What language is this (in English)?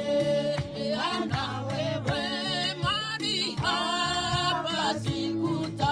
Gusii